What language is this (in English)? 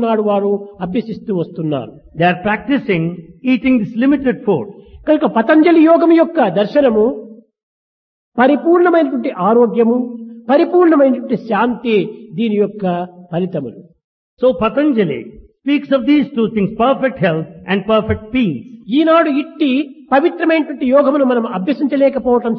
Telugu